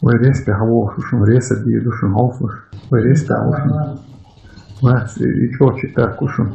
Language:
Chechen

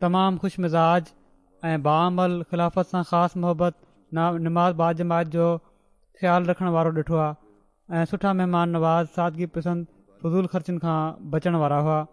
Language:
Sindhi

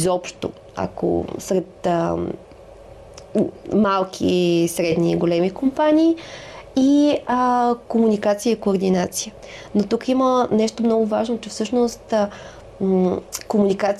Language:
Bulgarian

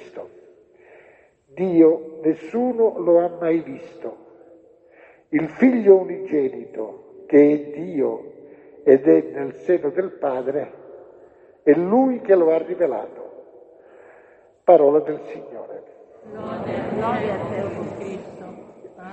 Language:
Italian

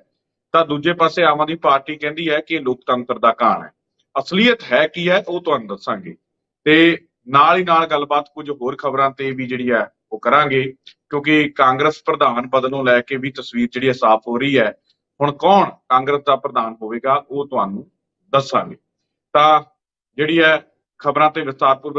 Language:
Punjabi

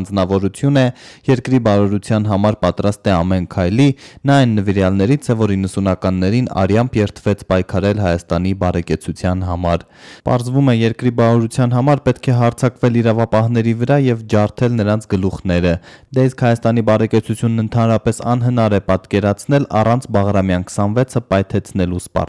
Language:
Armenian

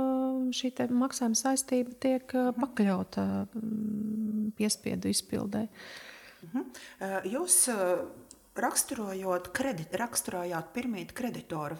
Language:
Latvian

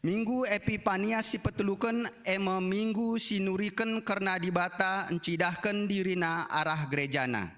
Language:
Batak Karo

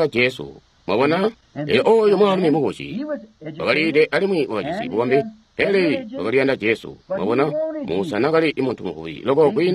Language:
Tonga (Zambia)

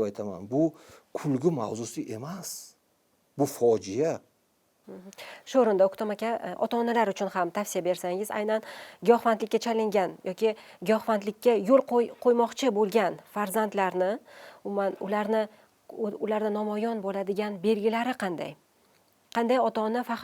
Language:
Uzbek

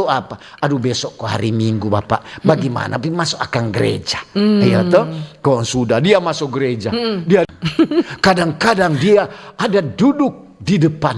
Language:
Manado Malay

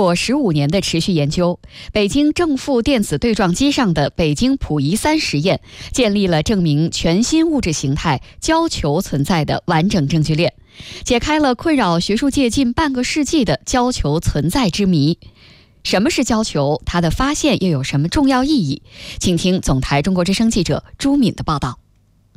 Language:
Chinese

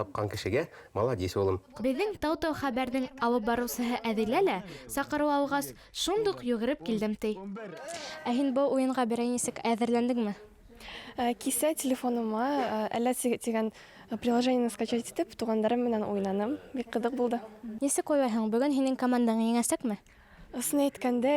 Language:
Bashkir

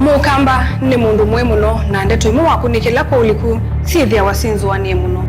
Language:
Kamba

